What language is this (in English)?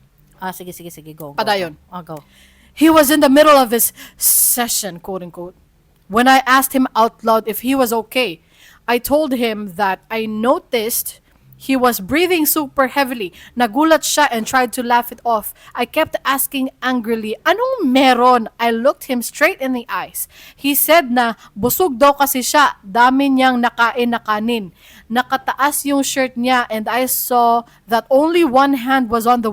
Cebuano